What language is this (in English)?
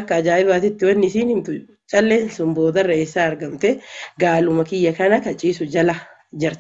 Oromo